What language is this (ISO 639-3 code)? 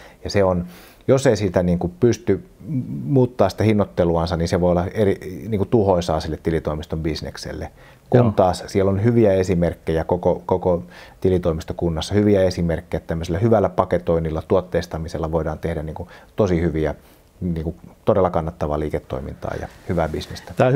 fin